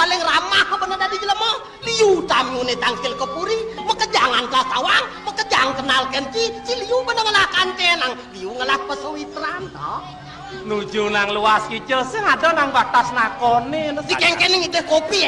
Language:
Balinese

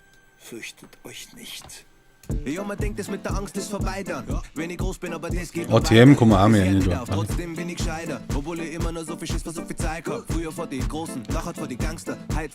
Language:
Bavarian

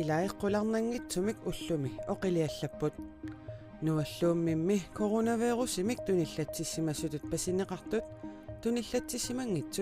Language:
Kalaallisut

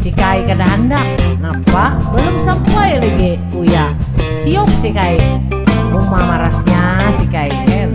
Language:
Banjar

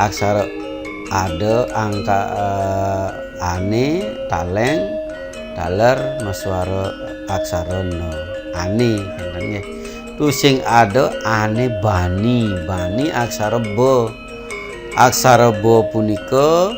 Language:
Balinese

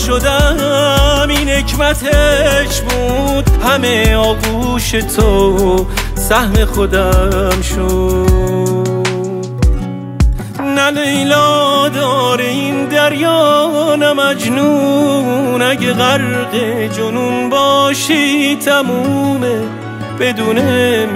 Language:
Persian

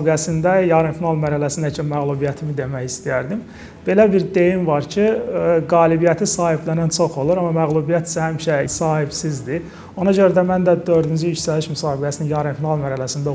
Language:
Azerbaijani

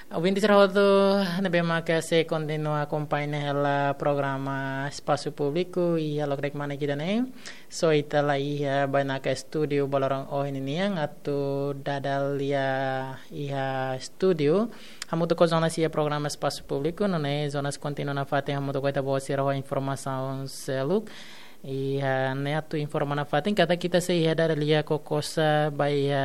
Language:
Tetum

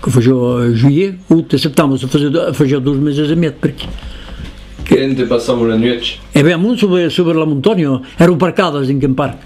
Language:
Occitan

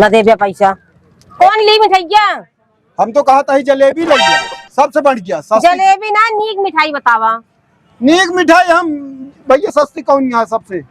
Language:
Awadhi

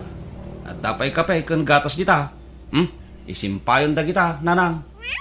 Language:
Iloko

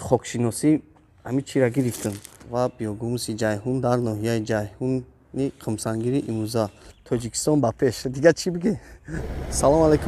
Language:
Tajik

